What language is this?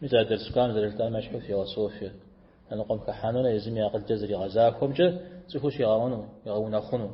Kabardian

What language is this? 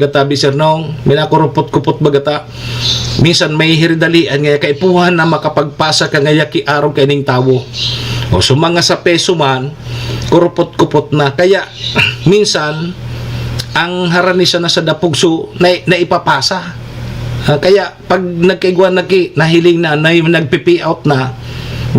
Bikol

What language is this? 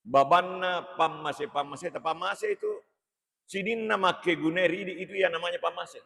Buginese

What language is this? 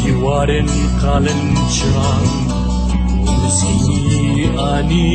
Kurdish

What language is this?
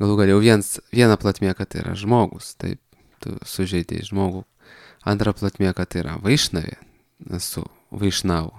Lithuanian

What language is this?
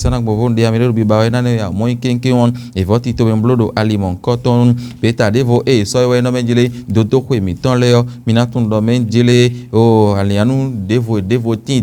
Fon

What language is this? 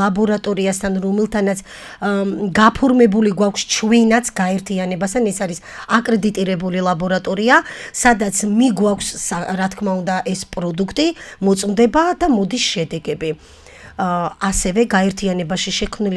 Georgian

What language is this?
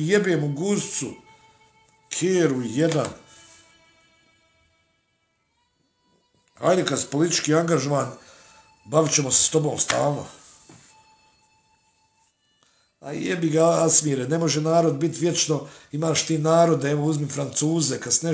Bosnian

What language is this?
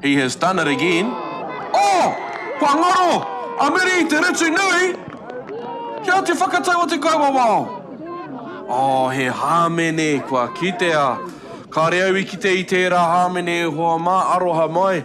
Māori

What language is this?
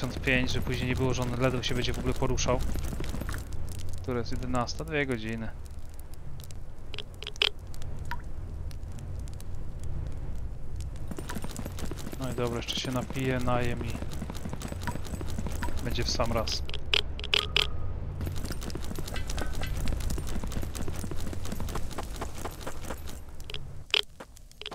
Polish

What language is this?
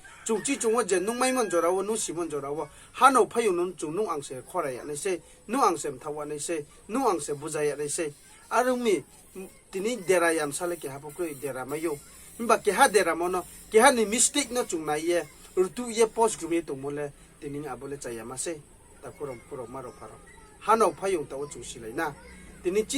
Riang (India)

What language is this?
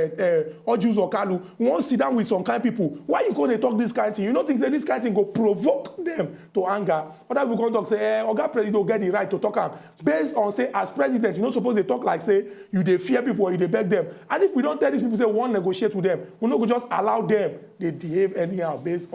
Nigerian Pidgin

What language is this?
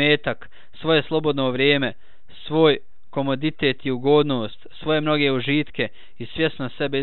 Bosnian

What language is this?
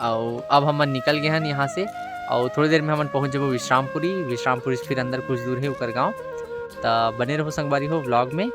Chhattisgarhi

